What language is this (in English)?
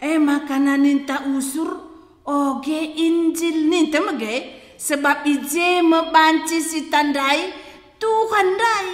Batak Karo